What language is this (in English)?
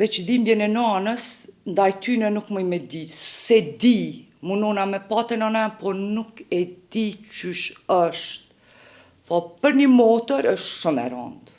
Albanian